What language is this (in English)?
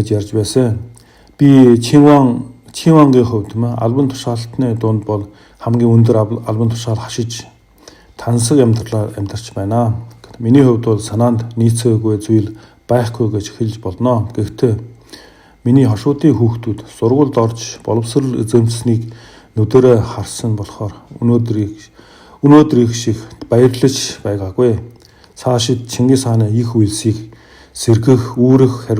Mongolian